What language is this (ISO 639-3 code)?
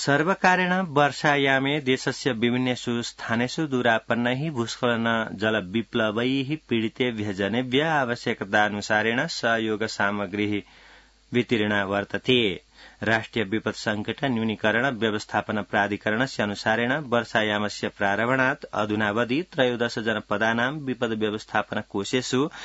san